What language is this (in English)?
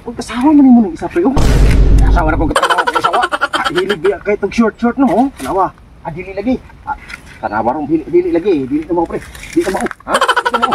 Cebuano